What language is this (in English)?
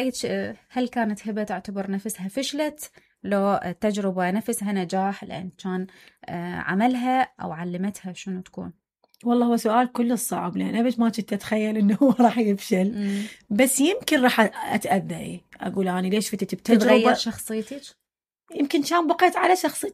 Mesopotamian Arabic